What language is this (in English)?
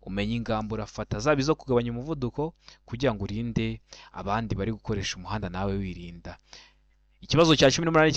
Kinyarwanda